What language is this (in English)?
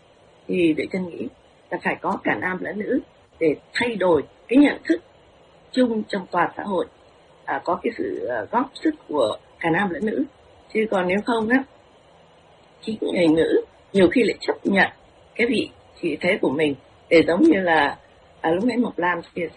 Vietnamese